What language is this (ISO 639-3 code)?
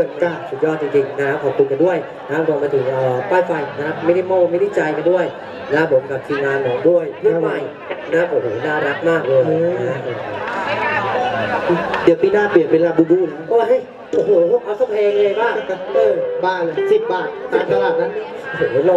tha